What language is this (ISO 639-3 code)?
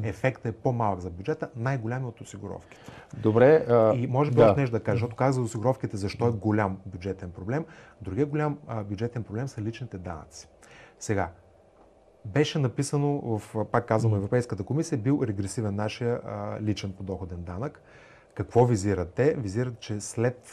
bul